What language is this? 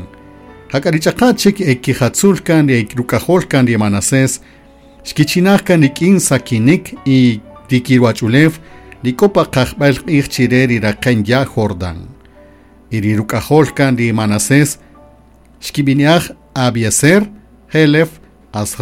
Kaqchikel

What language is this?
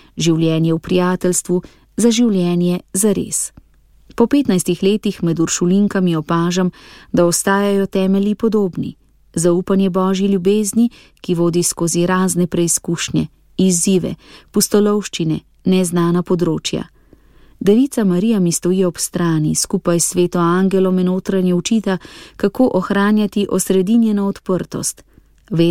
Slovenian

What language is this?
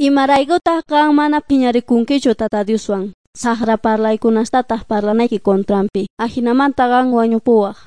Quechua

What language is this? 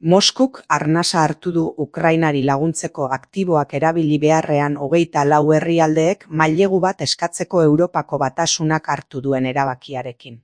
Basque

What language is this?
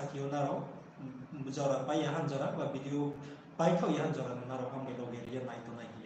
Riang (India)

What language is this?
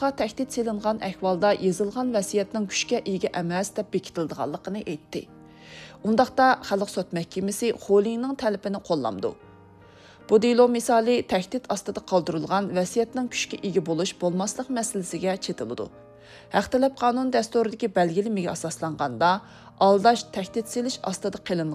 Uyghur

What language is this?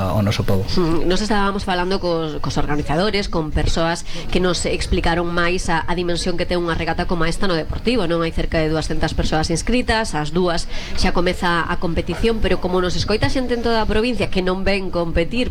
Galician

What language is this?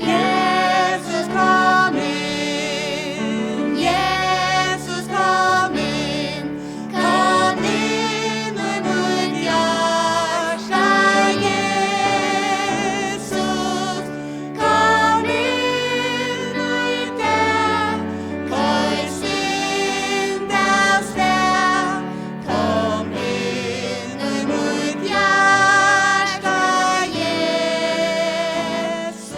Faroese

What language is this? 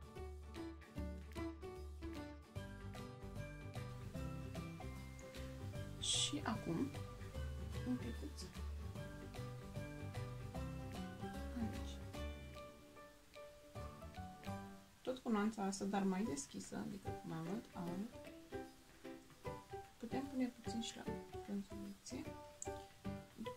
Romanian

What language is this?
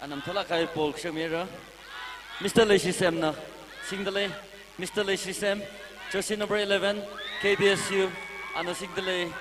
Tangkhul Naga (India)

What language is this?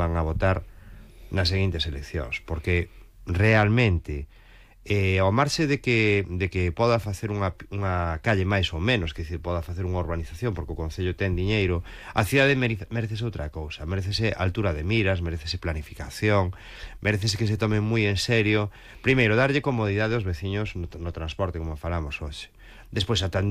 Galician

